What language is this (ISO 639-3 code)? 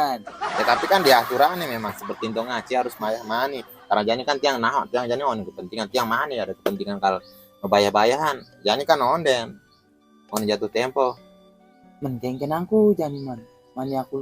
ban